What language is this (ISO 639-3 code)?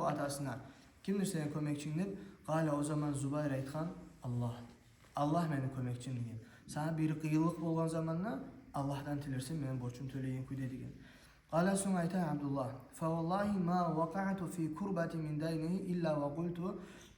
kum